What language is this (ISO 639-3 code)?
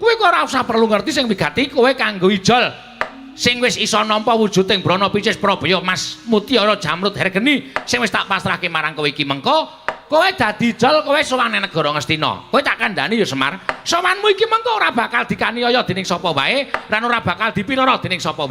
jav